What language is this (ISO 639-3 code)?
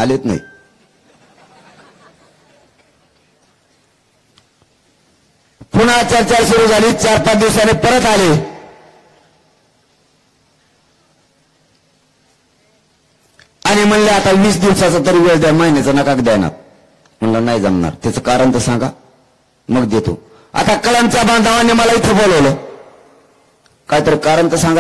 mar